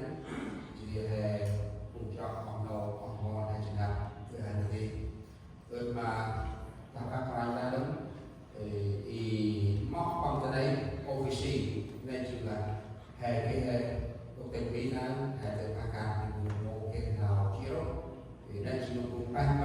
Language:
Central Mnong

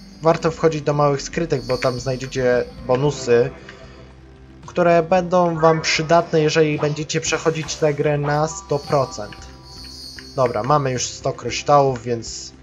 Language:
Polish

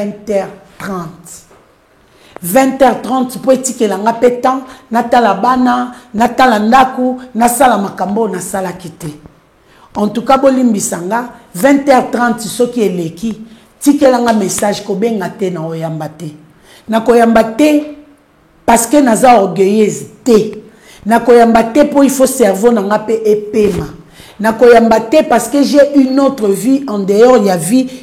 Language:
Lingala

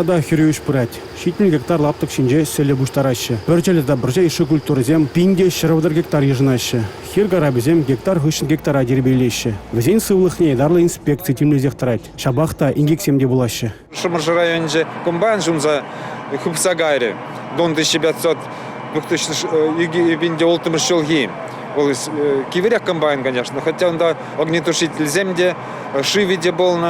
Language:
Chuvash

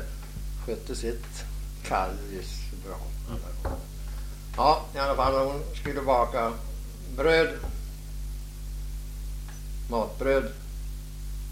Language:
Swedish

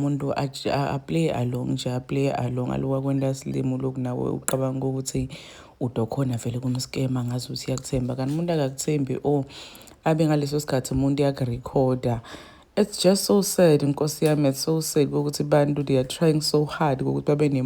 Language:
Zulu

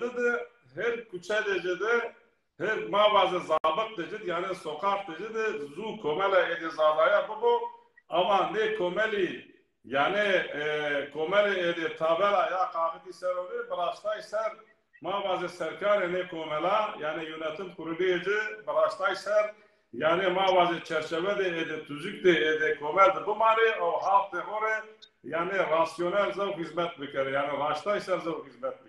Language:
Zaza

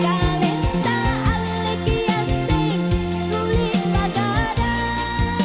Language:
Makasar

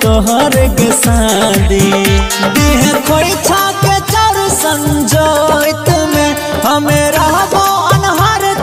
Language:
Bhojpuri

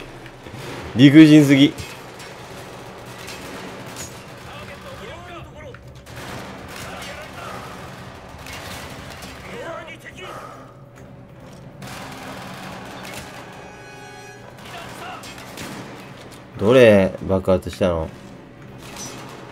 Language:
Japanese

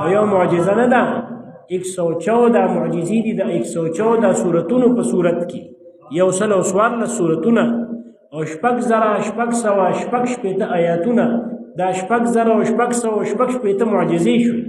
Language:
Pashto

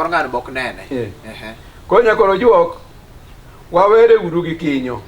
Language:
Luo (Kenya and Tanzania)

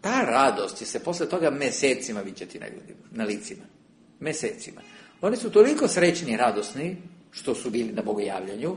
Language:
Serbian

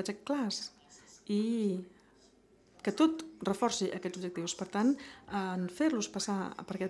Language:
Catalan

